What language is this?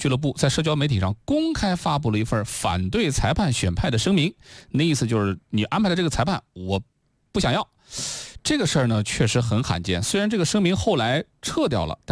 Chinese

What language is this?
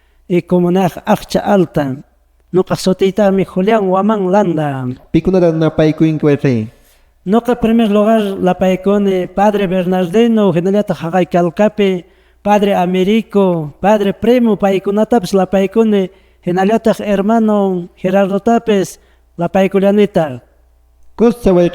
Quechua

